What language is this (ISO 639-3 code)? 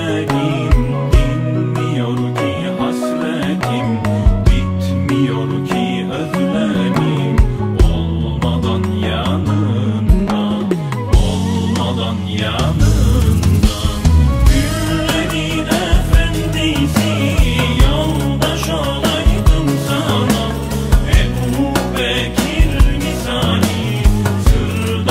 tur